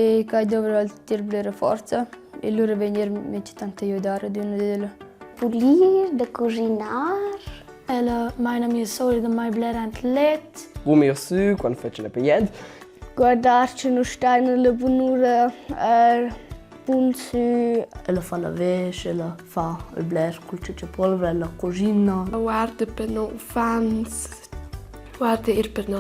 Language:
Romansh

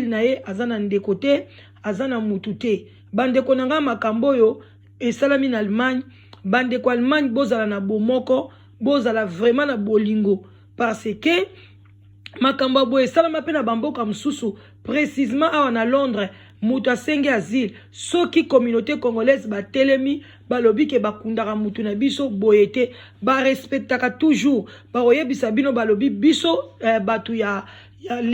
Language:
Lingala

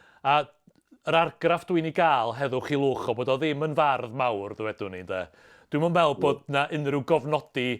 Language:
Welsh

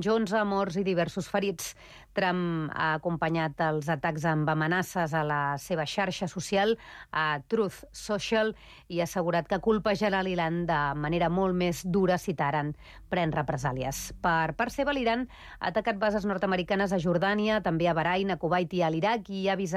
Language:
Catalan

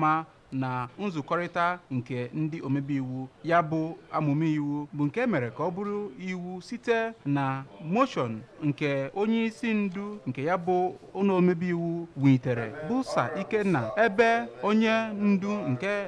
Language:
Igbo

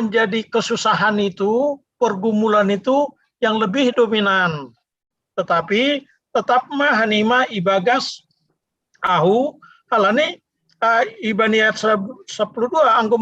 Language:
Batak Simalungun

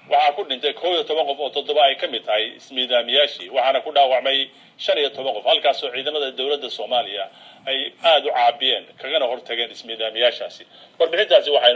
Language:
Somali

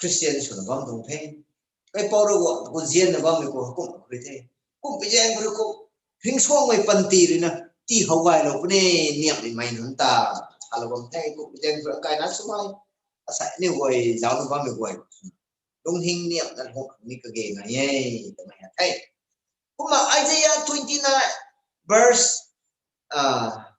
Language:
Rongmei Naga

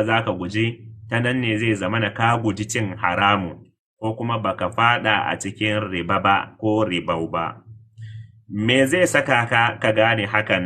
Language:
Hausa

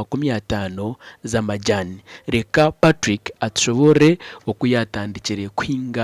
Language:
Nyankole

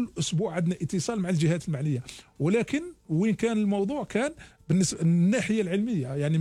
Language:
Algerian Arabic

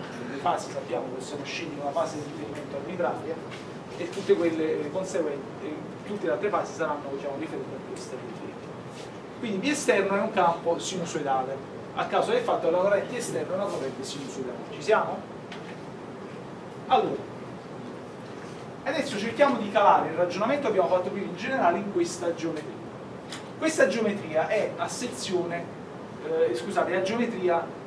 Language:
Italian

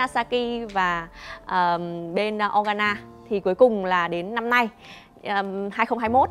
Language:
Vietnamese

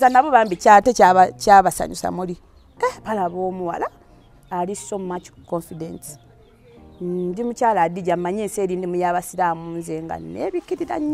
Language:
Ganda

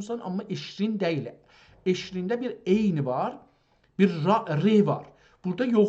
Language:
South Azerbaijani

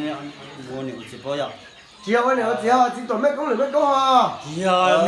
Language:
Hmong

